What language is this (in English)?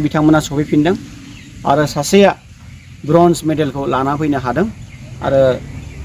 Bodo